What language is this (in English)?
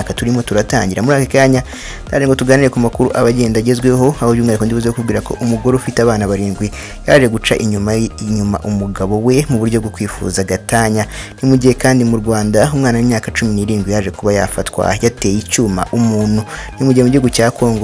Kinyarwanda